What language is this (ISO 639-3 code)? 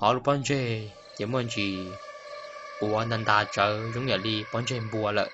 hmn